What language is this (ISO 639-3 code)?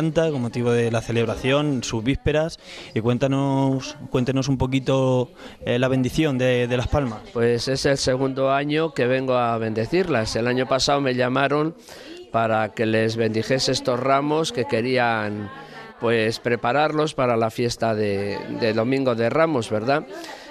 spa